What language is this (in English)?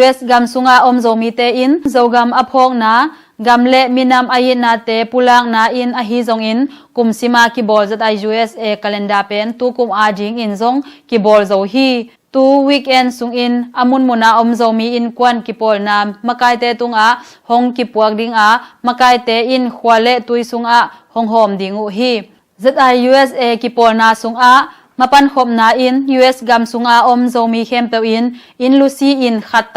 Tedim Chin